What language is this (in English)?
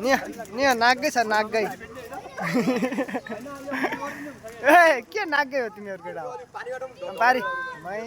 Nepali